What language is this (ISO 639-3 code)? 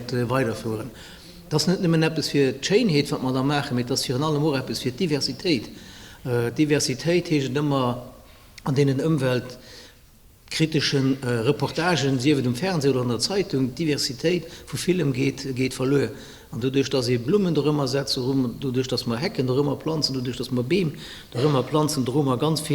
ltz